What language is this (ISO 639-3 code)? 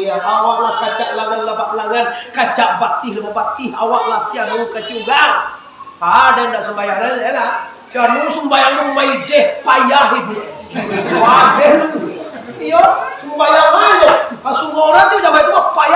min